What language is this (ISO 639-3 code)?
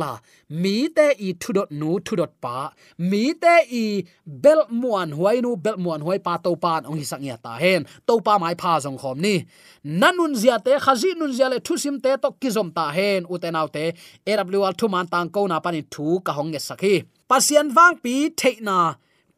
ctd